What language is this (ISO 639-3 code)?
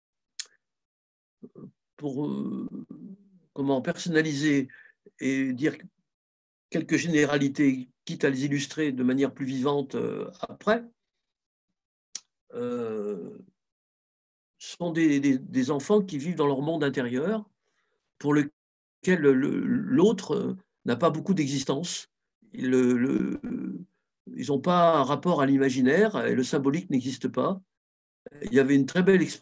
fra